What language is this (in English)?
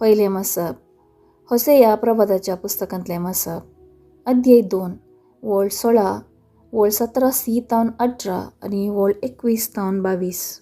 Konkani